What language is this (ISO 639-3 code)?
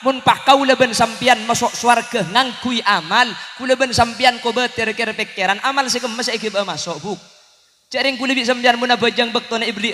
mad